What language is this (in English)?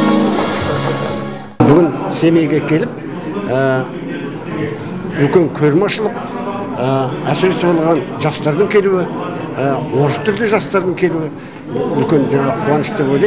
Kazakh